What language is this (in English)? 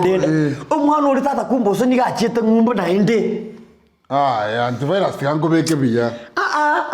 Gusii